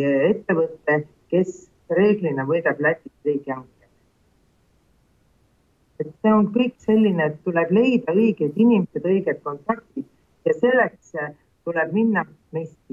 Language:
Estonian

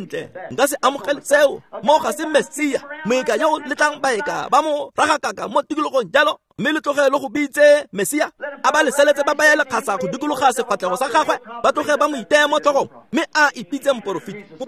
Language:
Tswana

